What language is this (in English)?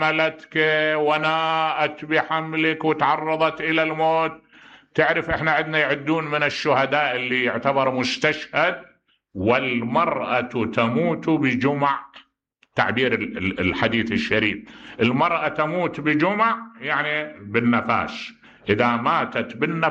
Mesopotamian Arabic